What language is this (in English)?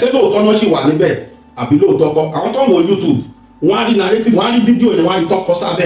Yoruba